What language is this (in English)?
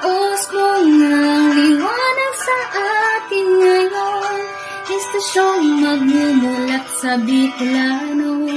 Bikol